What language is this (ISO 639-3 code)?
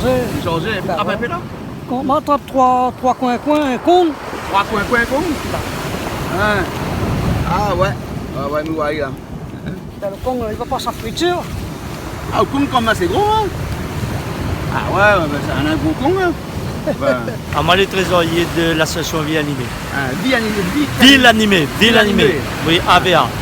rcf